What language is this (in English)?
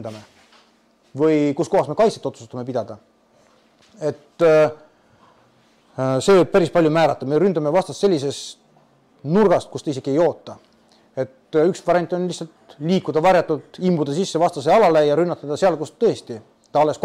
Estonian